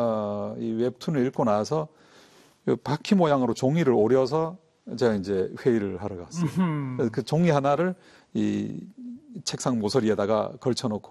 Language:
Korean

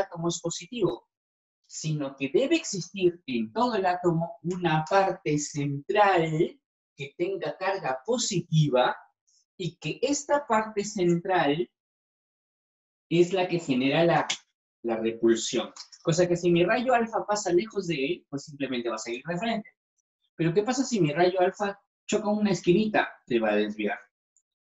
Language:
Spanish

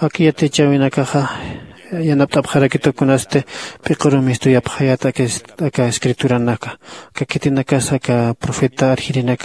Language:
Aymara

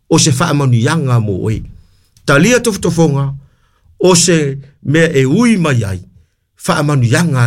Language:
Samoan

